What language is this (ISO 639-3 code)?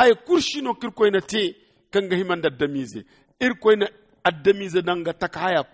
dje